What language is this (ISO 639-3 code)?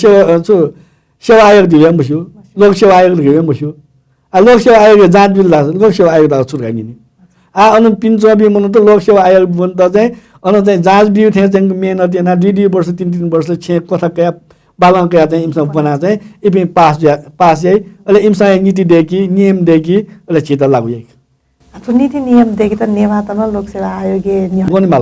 new